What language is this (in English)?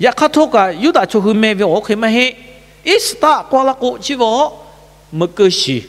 Lahu